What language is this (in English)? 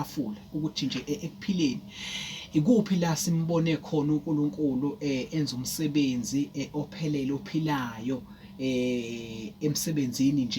Zulu